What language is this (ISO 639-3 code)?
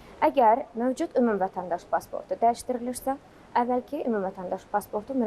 aze